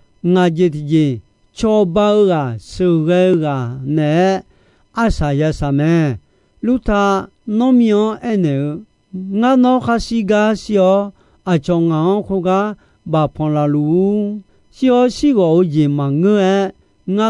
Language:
Akha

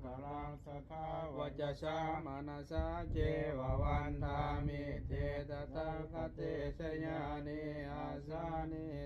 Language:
Pali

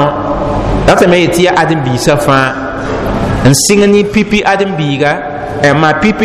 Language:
Mossi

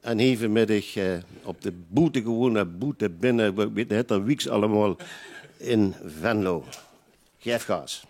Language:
Limburgish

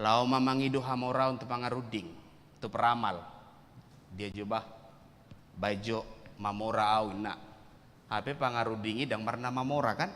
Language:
Batak Toba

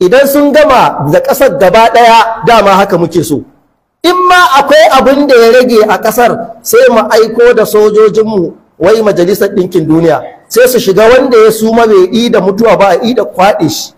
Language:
Hausa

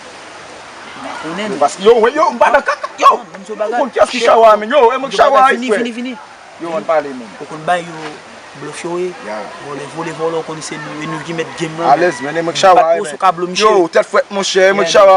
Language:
Haitian Creole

